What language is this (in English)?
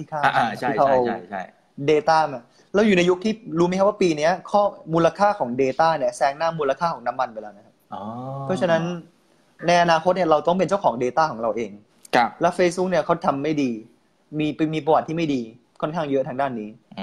Thai